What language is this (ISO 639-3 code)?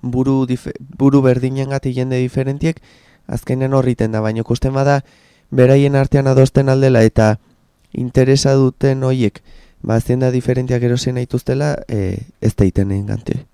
eus